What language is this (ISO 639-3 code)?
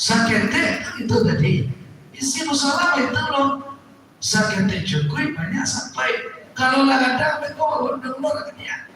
min